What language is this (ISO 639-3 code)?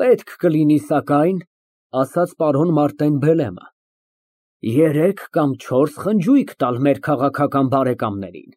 hye